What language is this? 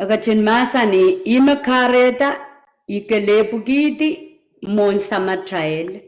Pohnpeian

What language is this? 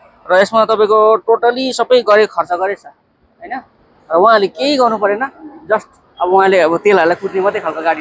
Nepali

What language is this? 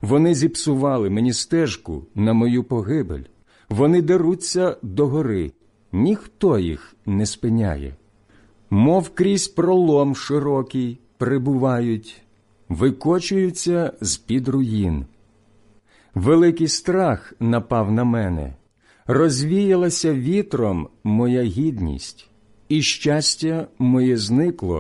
Ukrainian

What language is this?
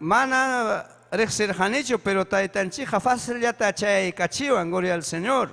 Ayacucho Quechua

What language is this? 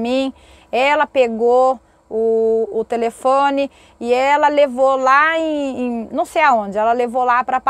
Portuguese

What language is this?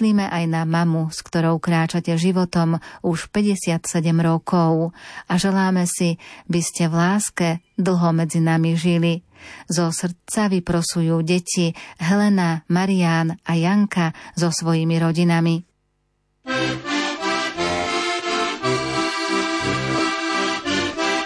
Slovak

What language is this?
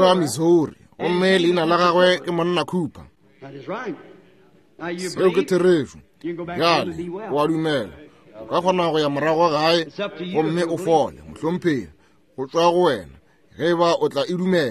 Northern Sotho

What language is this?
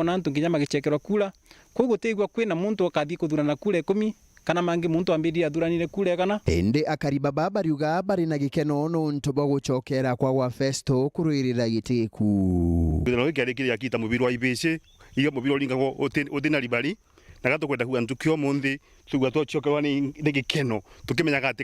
Meru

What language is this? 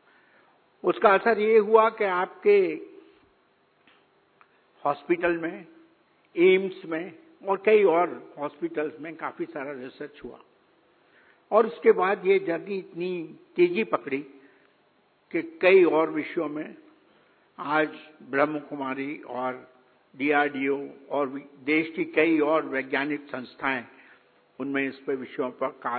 Hindi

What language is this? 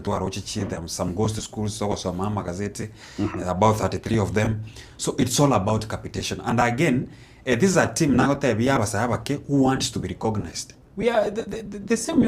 Gusii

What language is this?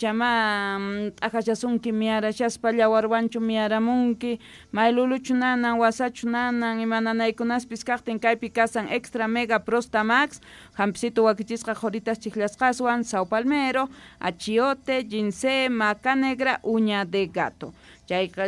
South Bolivian Quechua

